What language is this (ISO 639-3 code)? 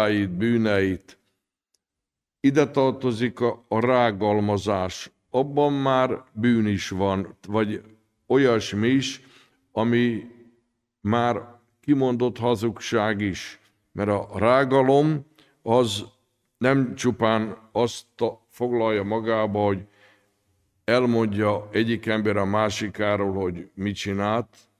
hun